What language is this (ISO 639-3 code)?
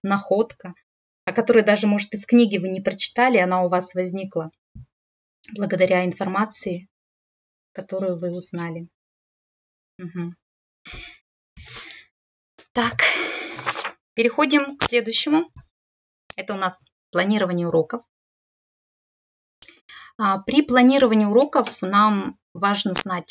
rus